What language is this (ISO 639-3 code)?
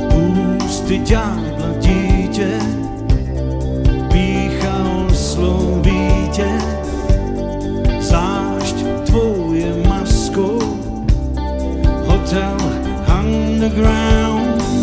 ces